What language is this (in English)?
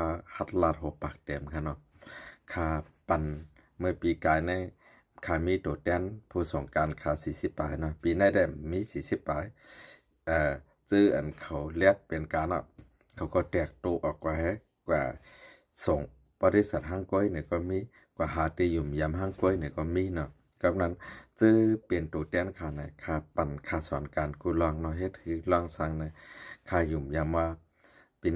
Shan